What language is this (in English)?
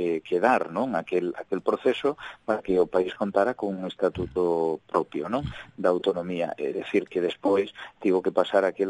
Galician